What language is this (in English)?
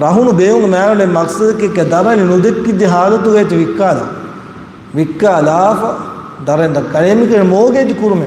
Divehi